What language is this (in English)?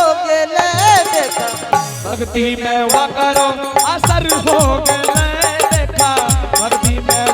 Angika